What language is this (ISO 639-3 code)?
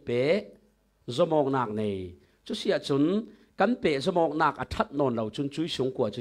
cfm